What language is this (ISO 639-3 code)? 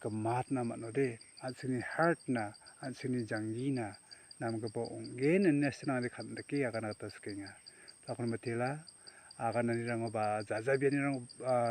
grt